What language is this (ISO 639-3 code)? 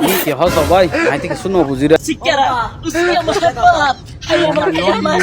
rhg